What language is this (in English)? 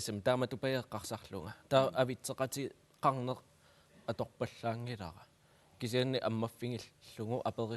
Kalaallisut